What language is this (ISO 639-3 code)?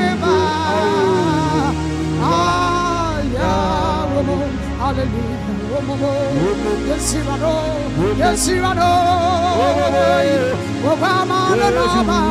eng